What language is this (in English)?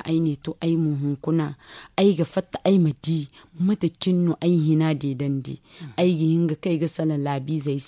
Zarma